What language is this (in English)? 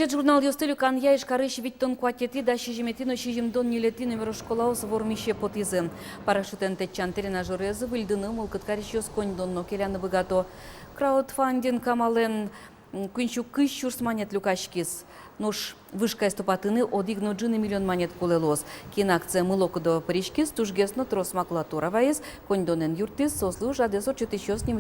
Udmurt